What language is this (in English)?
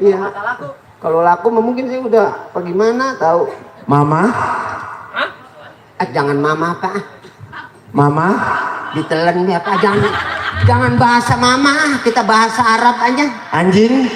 Betawi